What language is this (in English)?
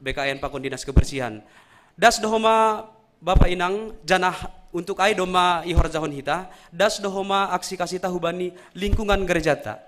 Batak Simalungun